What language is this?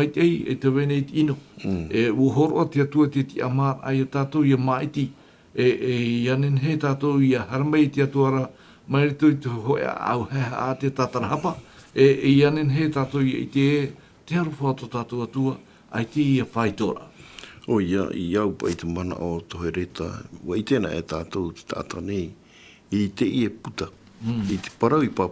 Tahitian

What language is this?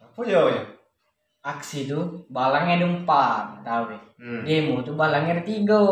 Musi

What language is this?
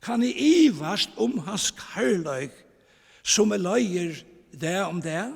Faroese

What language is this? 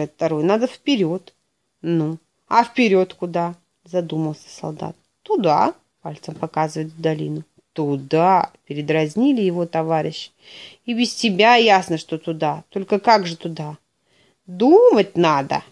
Russian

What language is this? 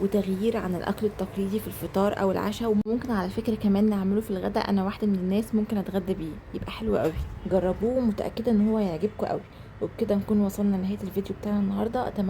Egyptian Arabic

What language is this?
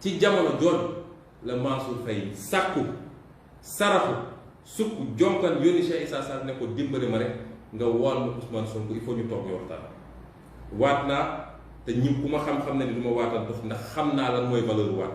Wolof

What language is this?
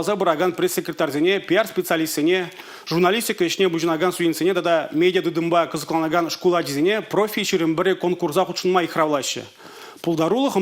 Chuvash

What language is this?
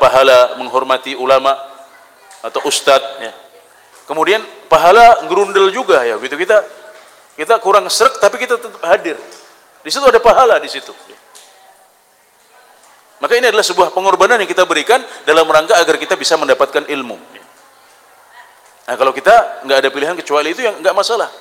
Indonesian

